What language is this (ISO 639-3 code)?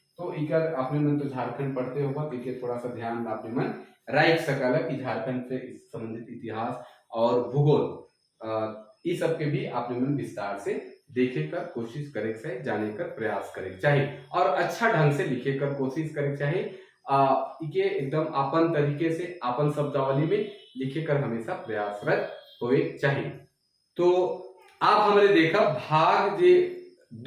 sck